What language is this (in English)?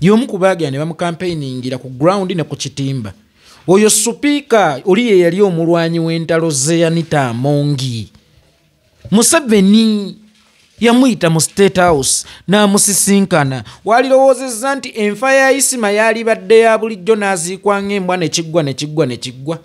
Ganda